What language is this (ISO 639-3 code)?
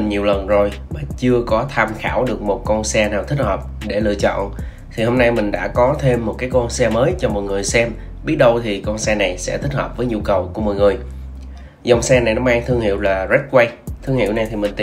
vie